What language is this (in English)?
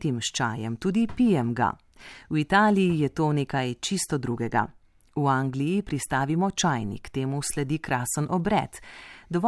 Slovenian